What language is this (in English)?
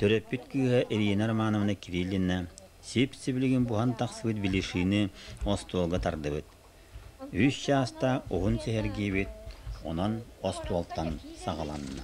Yakut